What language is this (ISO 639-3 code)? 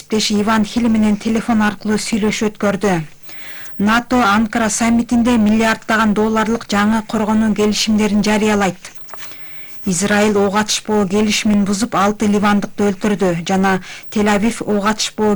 kir